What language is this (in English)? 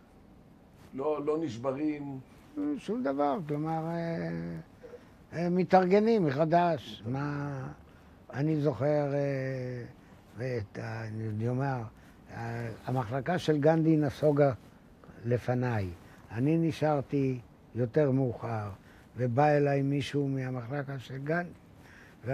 Hebrew